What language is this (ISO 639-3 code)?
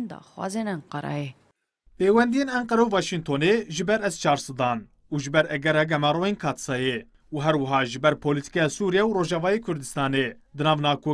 kur